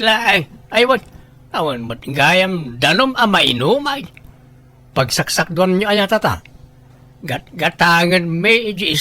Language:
Iloko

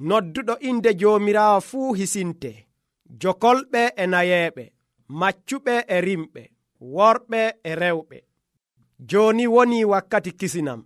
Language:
Nigerian Fulfulde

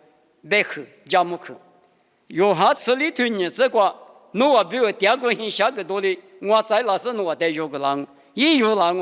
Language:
Lisu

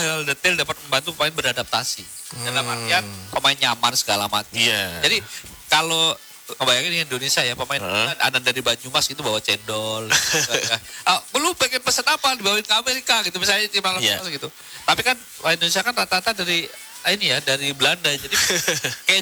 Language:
Indonesian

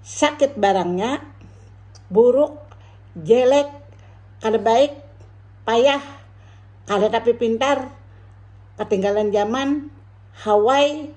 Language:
Banjar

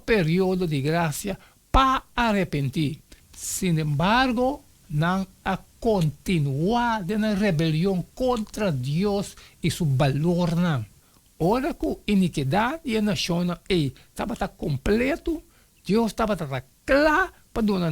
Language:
Papiamento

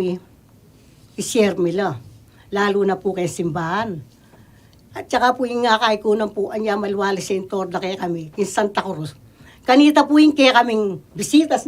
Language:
Pampanga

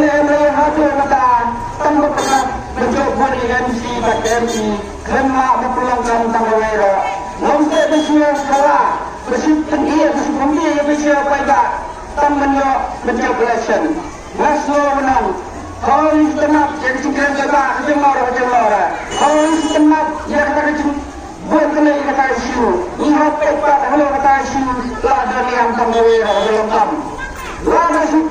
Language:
Khasi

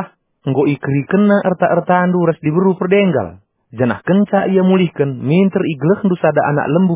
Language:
Batak Karo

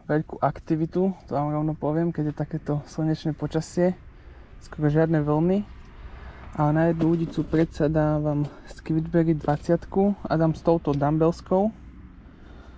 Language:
Slovak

